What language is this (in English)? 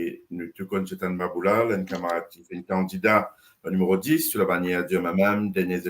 Morisyen